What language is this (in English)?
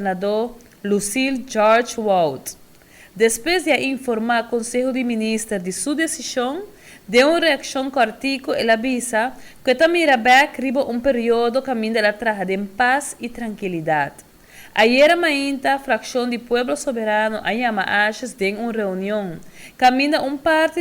Papiamento